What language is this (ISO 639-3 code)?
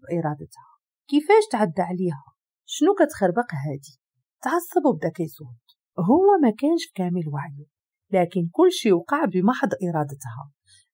ary